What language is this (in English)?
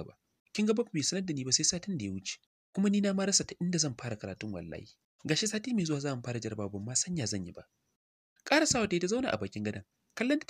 Hausa